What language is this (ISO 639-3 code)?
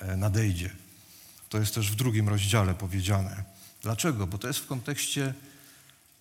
pol